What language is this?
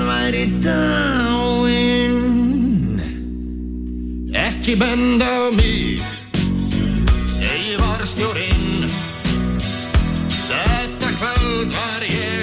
Icelandic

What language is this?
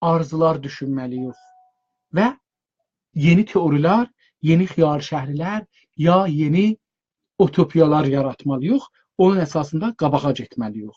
South Azerbaijani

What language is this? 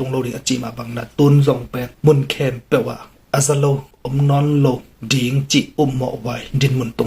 Tedim Chin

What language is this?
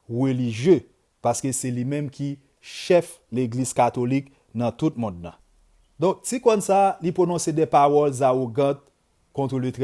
Haitian Creole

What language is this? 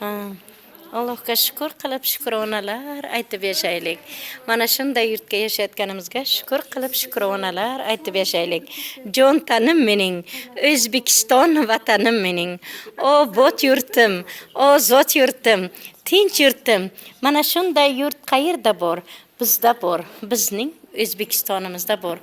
Uzbek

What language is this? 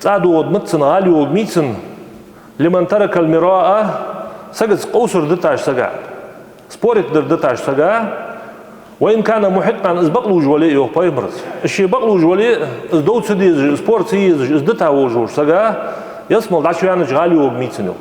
Ingush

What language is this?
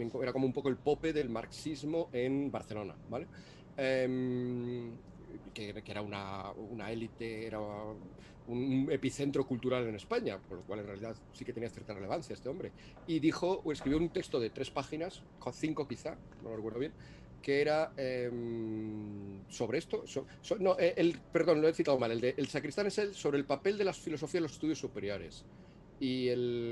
Spanish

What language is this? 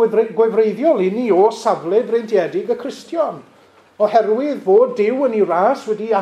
Welsh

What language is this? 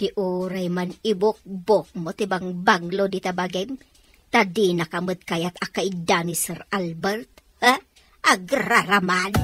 Iloko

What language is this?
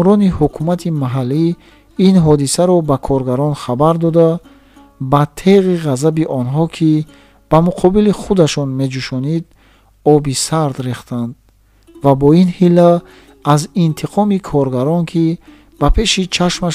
Tajik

